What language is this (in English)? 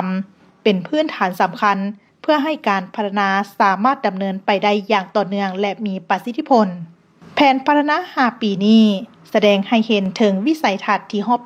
Lao